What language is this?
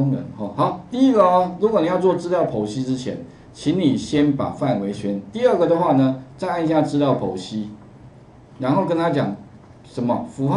Chinese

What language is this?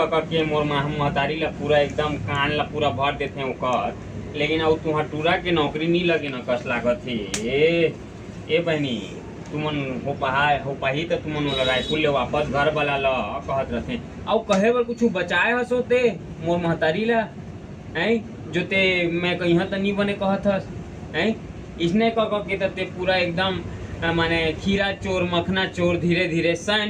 Chhattisgarhi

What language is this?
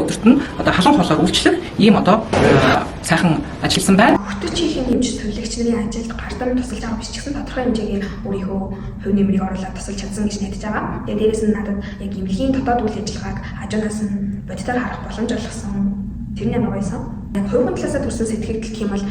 Mongolian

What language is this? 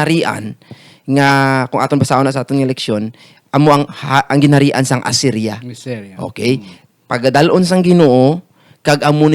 Hiligaynon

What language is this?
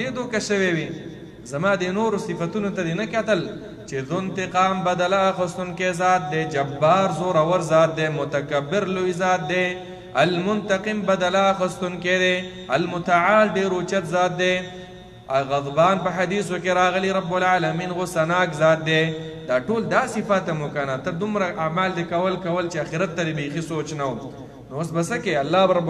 Pashto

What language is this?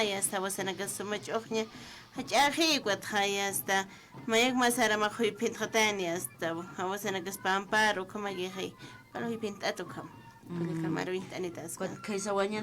Aymara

